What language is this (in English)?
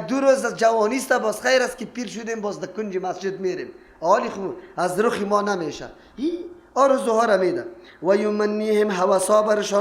Persian